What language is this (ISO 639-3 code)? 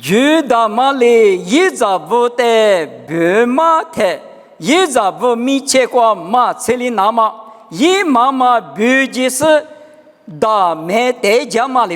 lis